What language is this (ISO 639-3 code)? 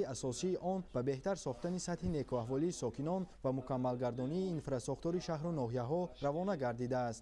tgk